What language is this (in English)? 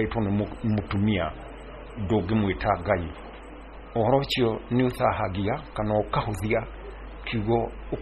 Kikuyu